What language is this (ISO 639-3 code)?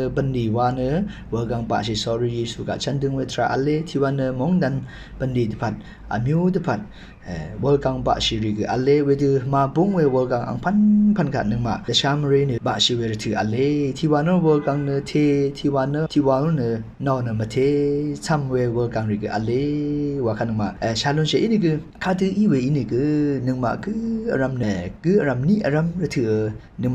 raw